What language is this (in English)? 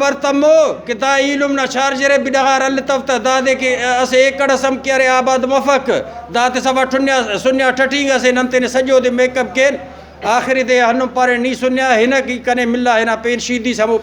Brahui